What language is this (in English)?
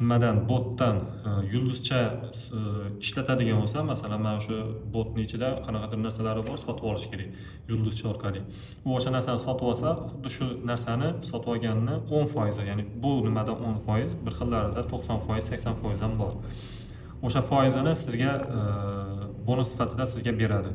Uzbek